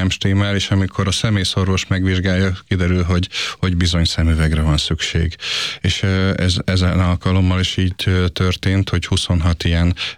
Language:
Hungarian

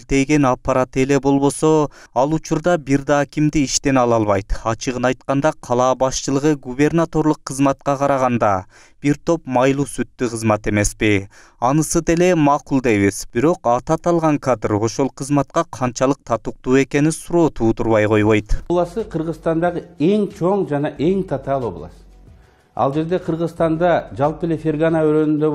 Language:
Kyrgyz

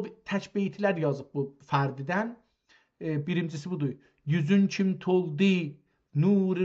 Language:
South Azerbaijani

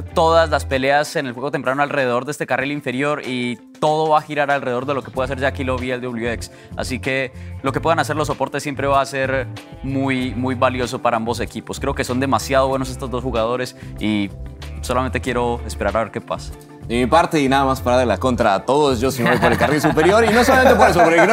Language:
Spanish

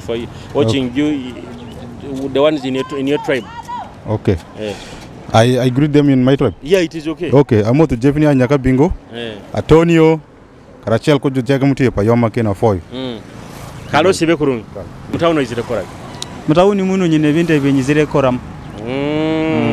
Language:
Nyoro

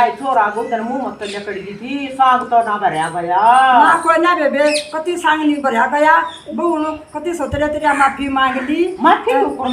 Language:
Haryanvi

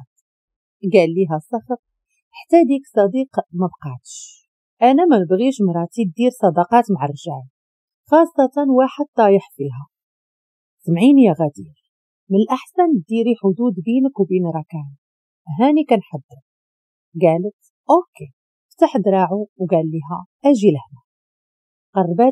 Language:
Moroccan Arabic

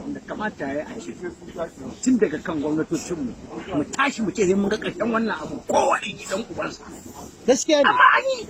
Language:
Hausa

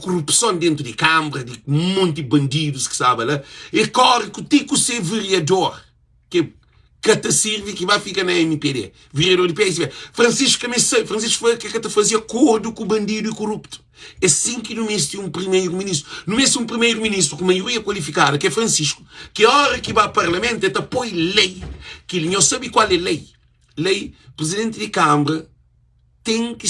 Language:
Kabuverdianu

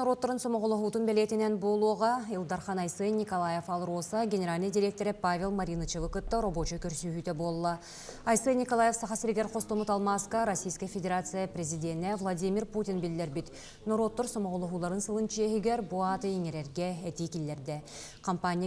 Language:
Yakut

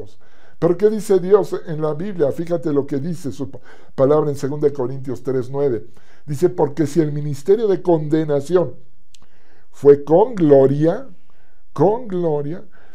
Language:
Spanish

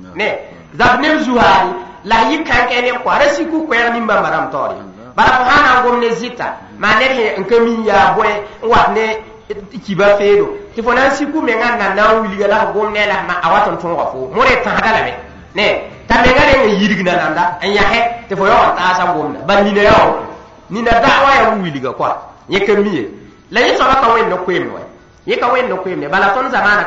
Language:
Mossi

